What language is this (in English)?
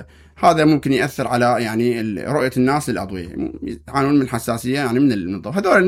Mesopotamian Arabic